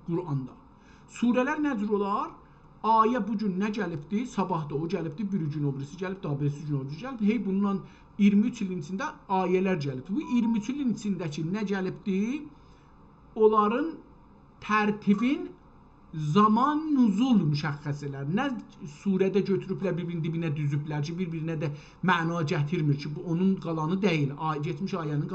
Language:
South Azerbaijani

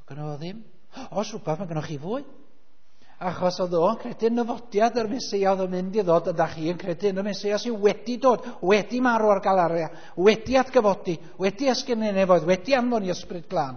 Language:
Welsh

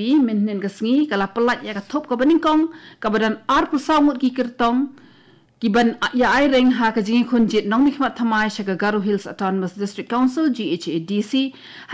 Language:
Khasi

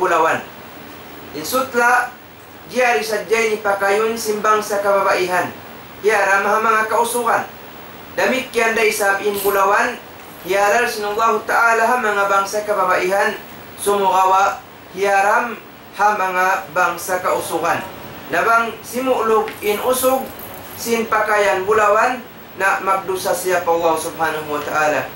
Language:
Tausug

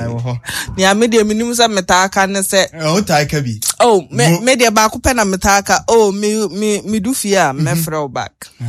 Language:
Akan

